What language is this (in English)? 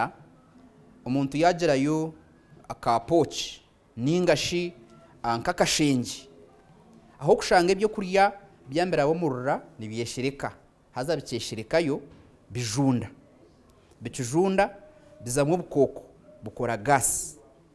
Nyankole